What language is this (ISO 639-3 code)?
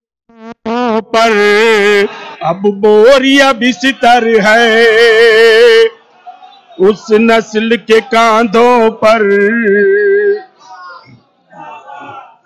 urd